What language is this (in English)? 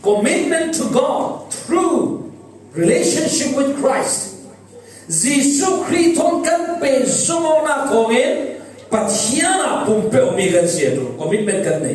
Falam Chin